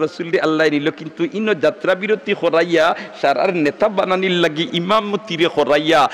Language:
Sylheti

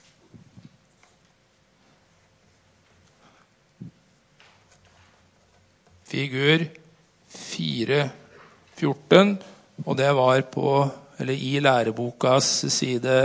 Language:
Norwegian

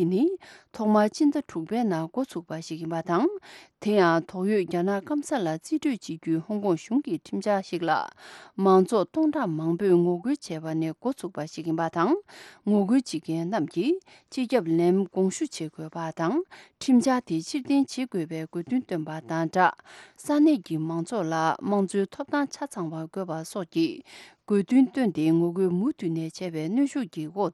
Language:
Tibetan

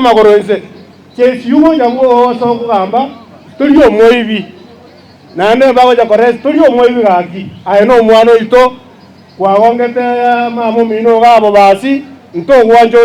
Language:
Gusii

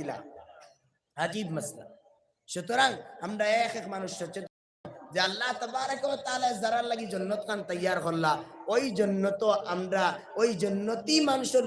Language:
Sylheti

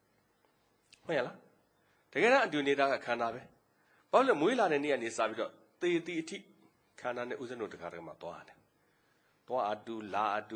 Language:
Burmese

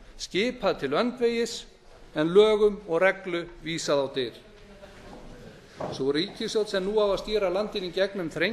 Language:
Icelandic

